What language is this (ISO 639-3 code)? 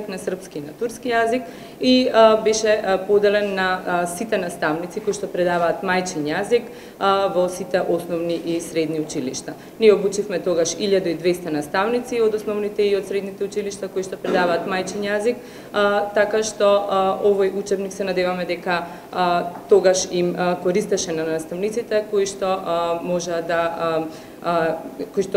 mkd